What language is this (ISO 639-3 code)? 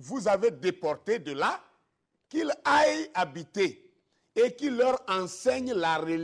fra